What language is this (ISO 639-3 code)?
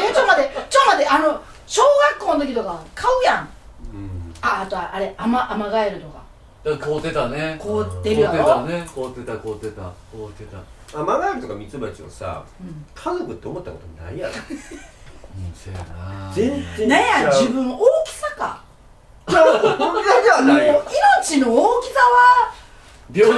jpn